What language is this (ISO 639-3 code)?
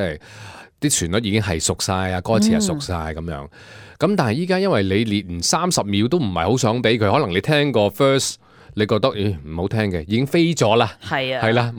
yue